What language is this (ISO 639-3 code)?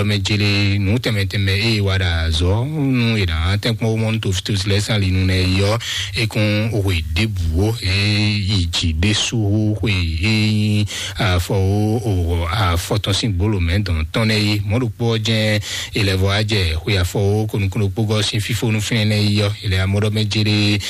fon